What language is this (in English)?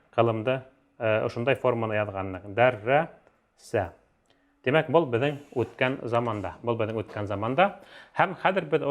Bashkir